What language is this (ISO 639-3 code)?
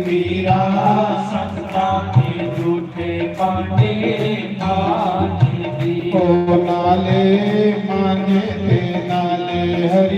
doi